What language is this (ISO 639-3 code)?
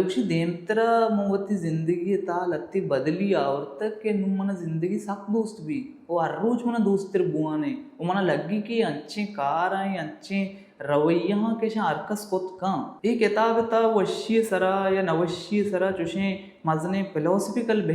bal